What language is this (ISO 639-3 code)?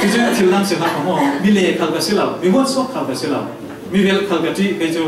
cfm